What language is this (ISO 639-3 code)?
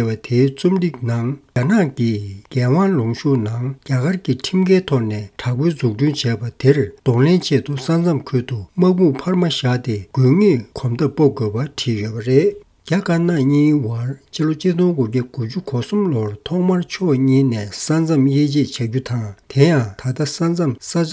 bod